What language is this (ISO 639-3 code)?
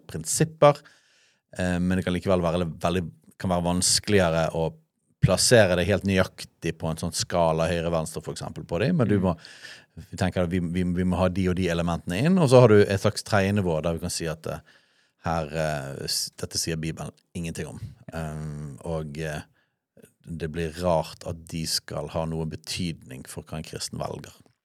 nor